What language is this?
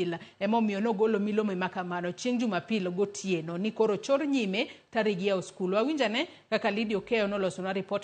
Luo (Kenya and Tanzania)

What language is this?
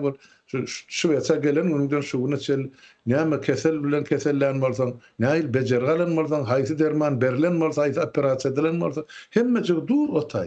Turkmen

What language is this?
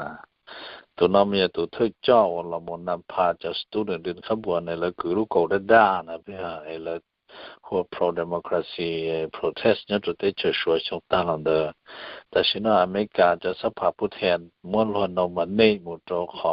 Hmong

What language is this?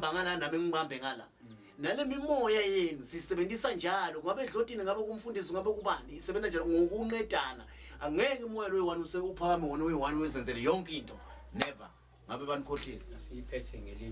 Zulu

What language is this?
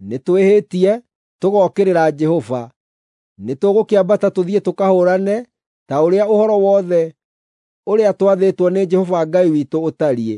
Kikuyu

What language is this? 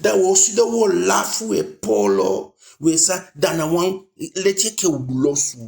Eastern Maroon Creole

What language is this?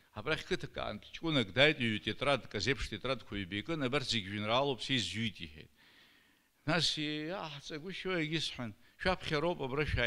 Abkhazian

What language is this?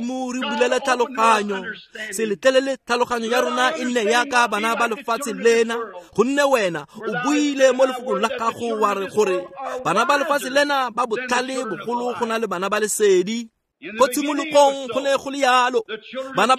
Tswana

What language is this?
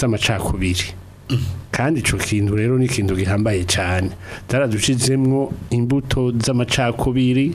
Rundi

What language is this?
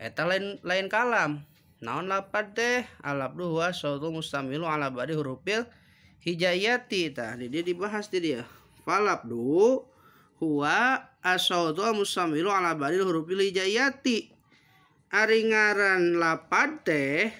Sundanese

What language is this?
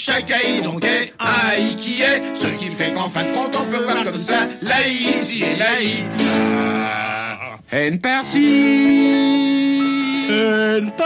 French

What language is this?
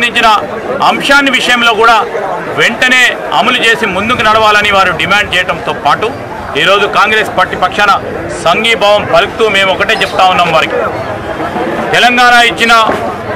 Telugu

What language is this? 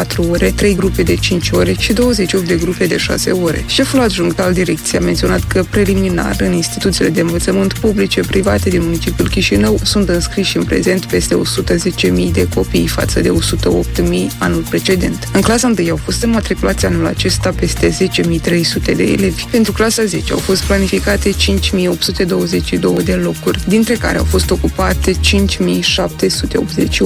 Romanian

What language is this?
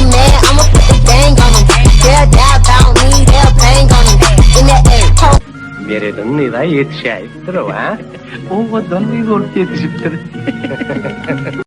Turkmen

